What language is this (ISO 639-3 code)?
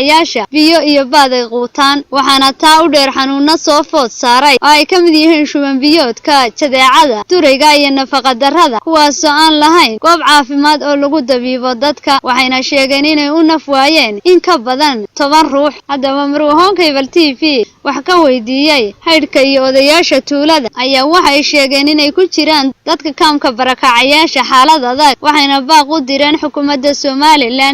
som